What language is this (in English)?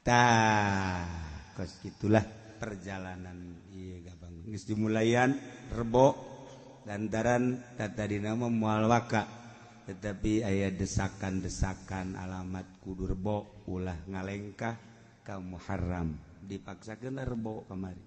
Sundanese